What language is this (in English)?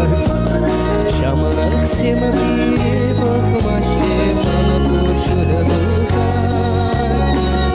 Chuvash